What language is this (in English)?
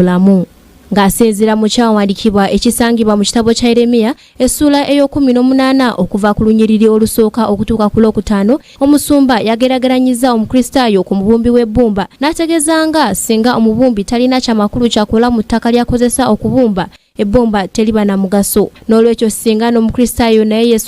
Ganda